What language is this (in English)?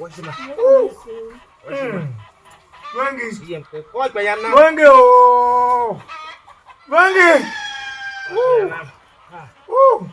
Tiv